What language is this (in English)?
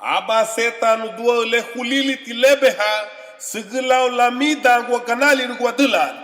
Garifuna